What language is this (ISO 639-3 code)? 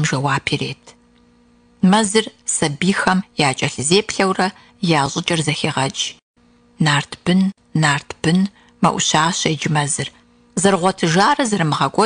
kbd